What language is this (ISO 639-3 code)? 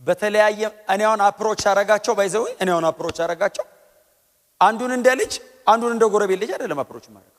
amh